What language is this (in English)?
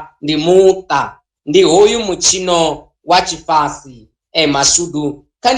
Venda